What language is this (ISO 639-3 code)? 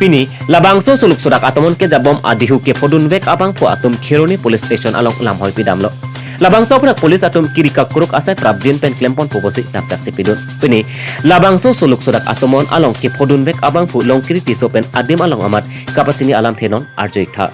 mjw